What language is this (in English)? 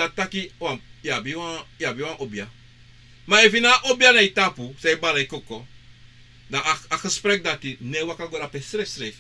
Sranan Tongo